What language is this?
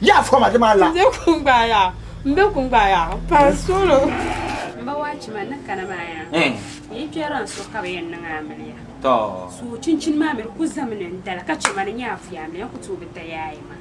Dagbani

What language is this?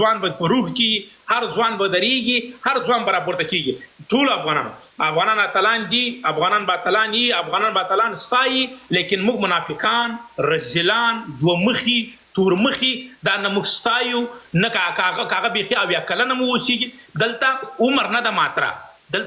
Pashto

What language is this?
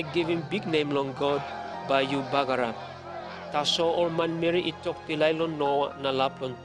Tok Pisin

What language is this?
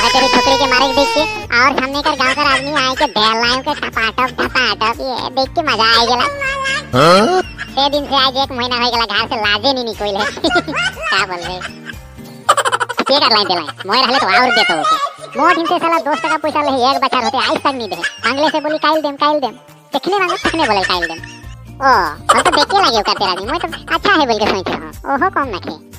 Sadri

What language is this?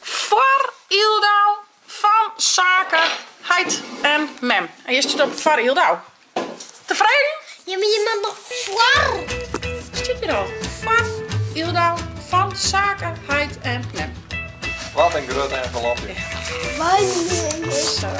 Western Frisian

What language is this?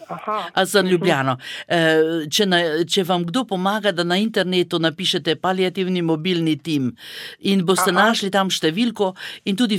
Slovenian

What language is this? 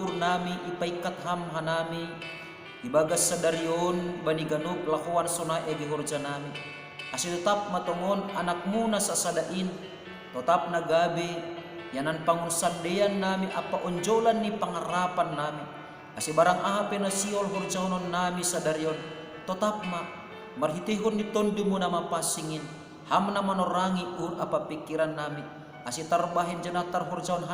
Batak Simalungun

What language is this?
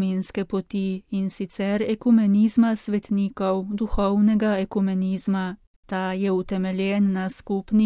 Slovenian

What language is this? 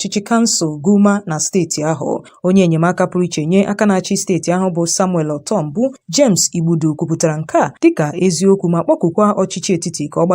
Igbo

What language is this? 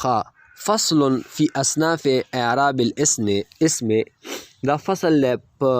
Pashto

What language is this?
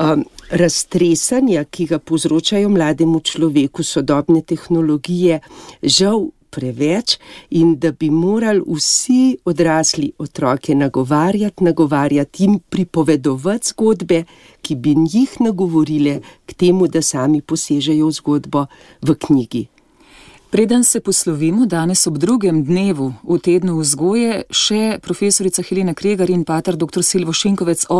Slovenian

